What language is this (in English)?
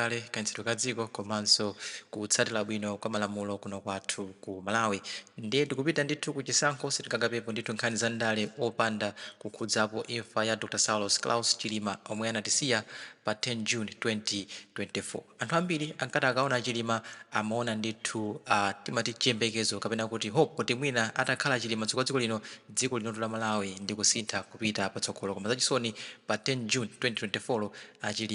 Nyanja